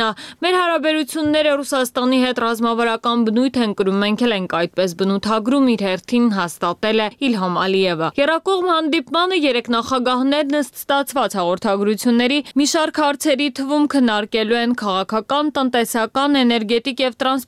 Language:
Armenian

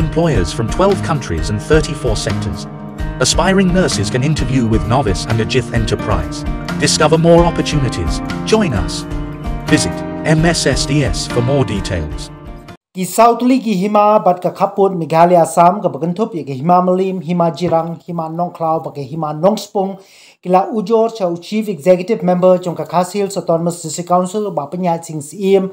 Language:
Khasi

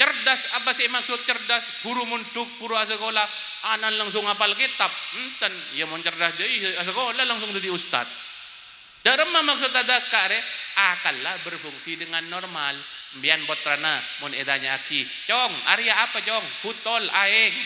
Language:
Madurese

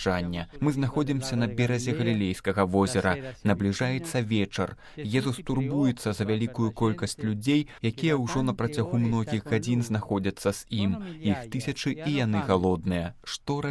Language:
Belarusian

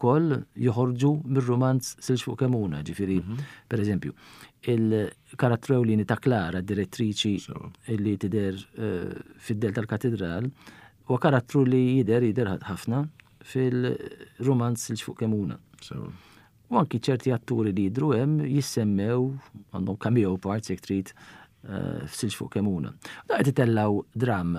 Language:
Maltese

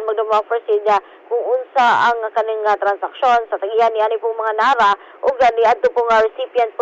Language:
Cebuano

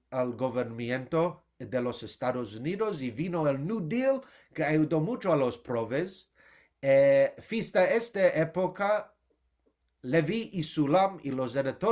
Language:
Ladino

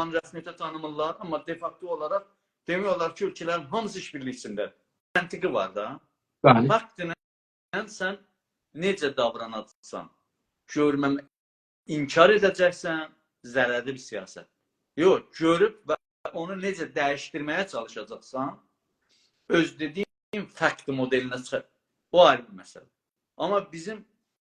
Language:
South Azerbaijani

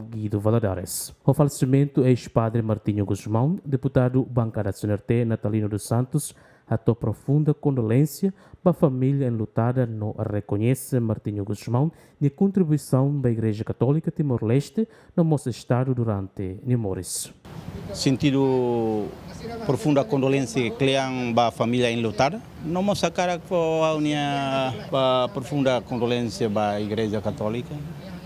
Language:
Tetum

